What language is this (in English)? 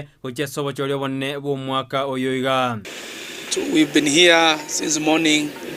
Gusii